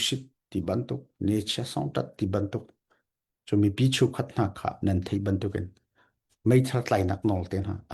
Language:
Hakha Chin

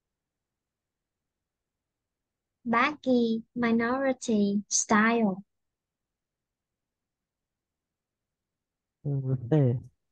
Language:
Vietnamese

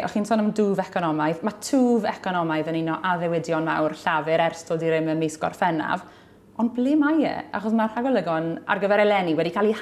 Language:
Welsh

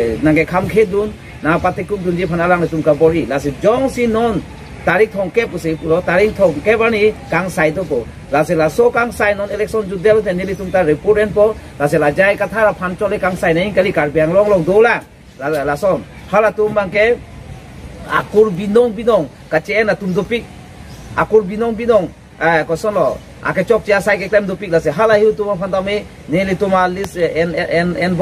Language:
Karbi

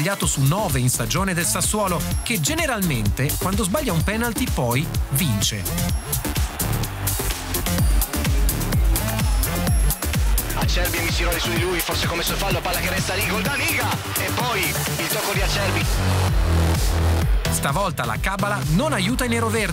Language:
Italian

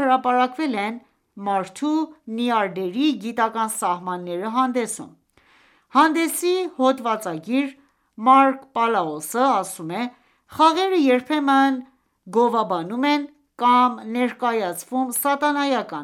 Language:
Armenian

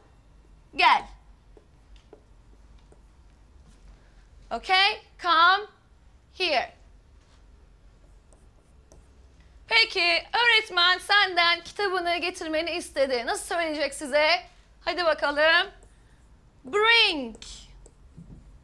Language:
Turkish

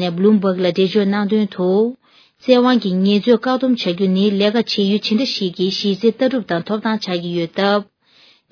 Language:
Tibetan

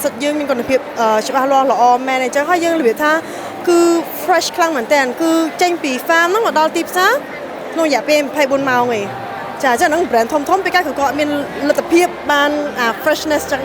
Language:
Khmer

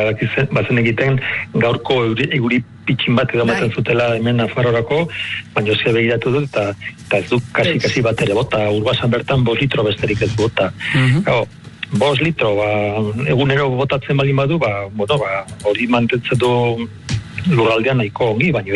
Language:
Basque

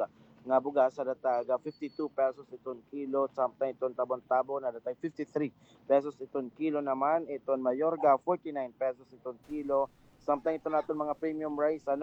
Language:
Waray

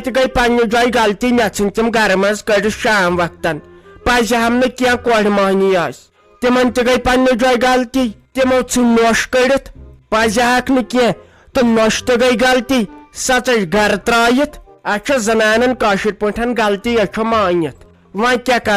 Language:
Kashmiri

